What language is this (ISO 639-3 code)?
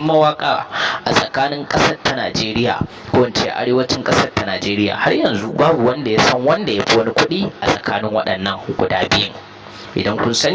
hau